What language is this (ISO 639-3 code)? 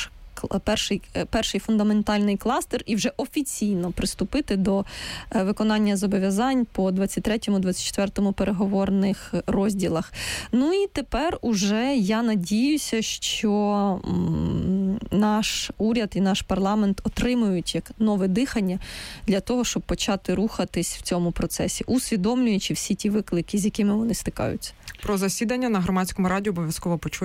ukr